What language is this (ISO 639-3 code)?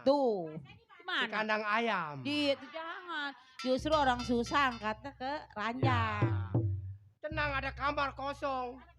bew